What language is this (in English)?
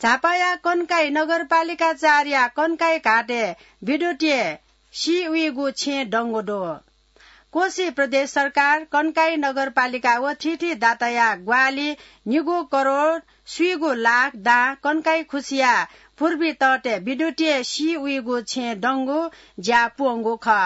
Newari